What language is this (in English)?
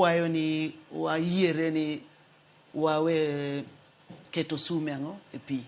Luo (Kenya and Tanzania)